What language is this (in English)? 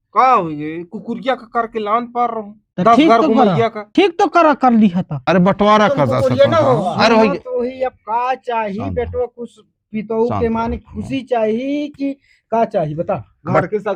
Chhattisgarhi